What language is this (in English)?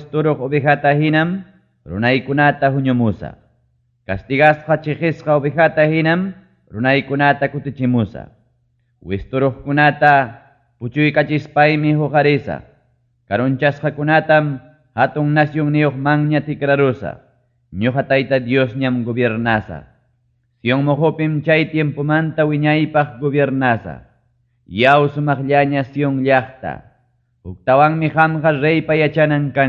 Ayacucho Quechua